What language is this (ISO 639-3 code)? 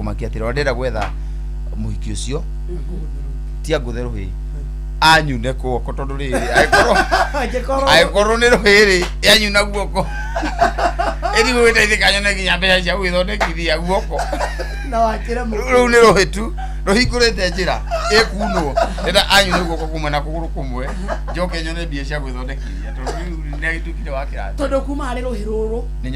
kik